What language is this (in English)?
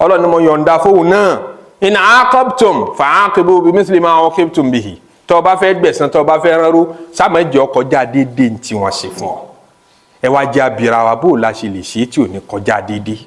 Yoruba